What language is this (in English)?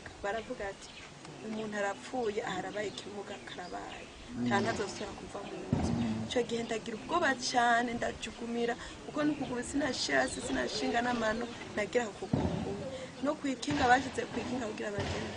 Rundi